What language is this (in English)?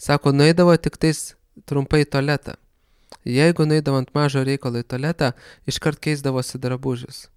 Lithuanian